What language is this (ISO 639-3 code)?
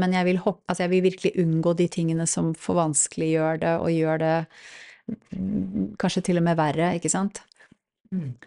nor